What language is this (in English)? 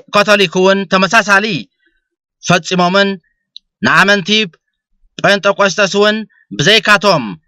Tigrinya